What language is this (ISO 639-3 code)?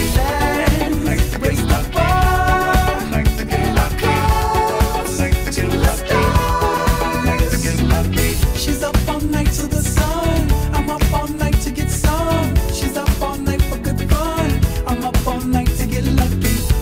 eng